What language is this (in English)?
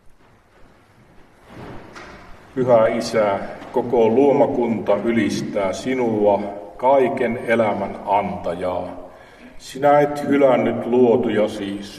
Finnish